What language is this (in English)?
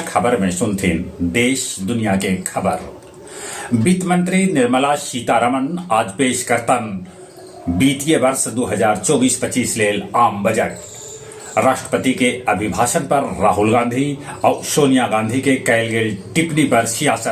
Magahi